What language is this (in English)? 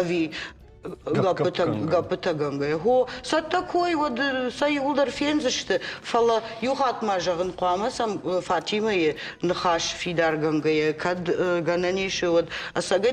Ossetic